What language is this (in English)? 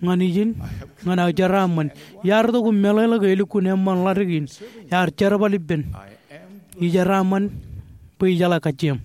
Marshallese